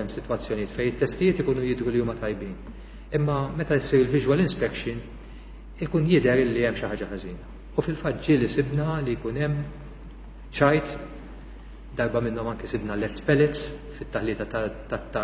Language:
Maltese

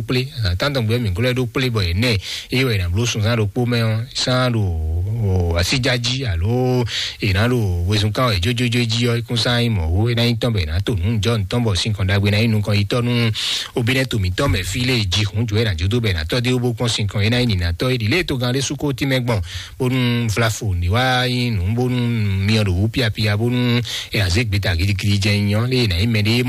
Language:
Fon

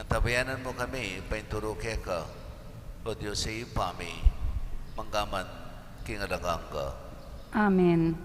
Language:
Pampanga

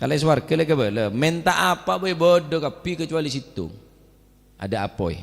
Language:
Madurese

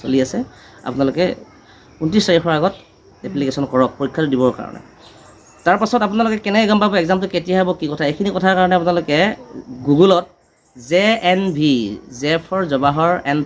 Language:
Assamese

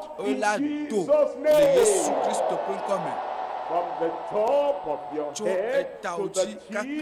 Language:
Ewe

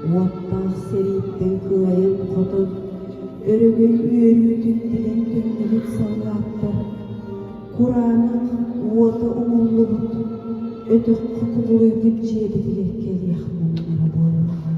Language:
Yakut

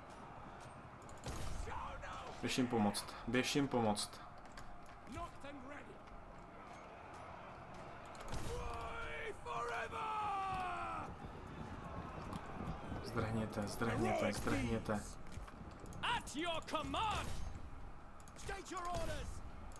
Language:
Czech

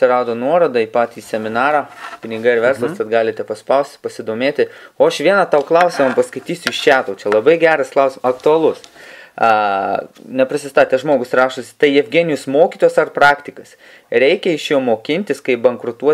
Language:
Lithuanian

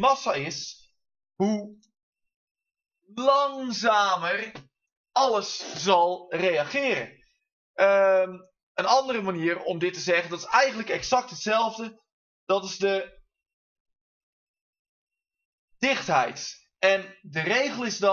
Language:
Dutch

